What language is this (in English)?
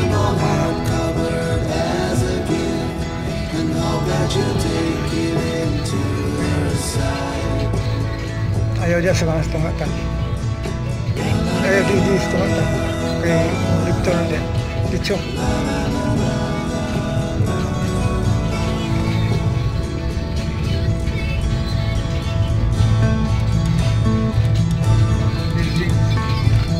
Cebuano